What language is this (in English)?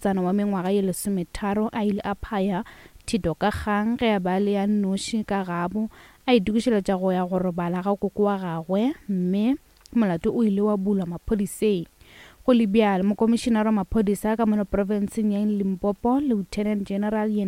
Northern Sotho